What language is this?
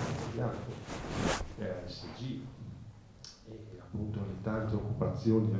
Italian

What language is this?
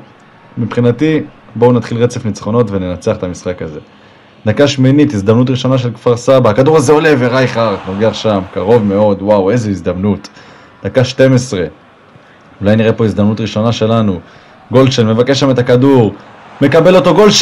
Hebrew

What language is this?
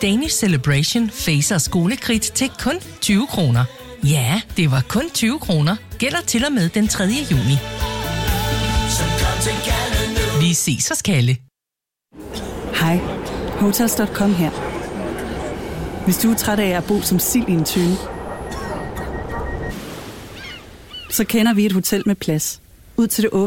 Danish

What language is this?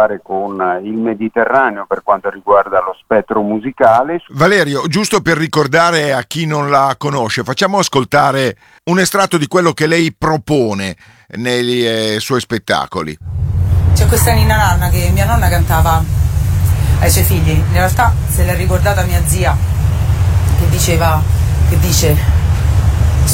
Italian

